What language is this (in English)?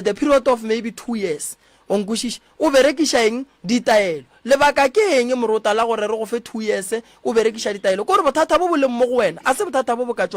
Northern Sotho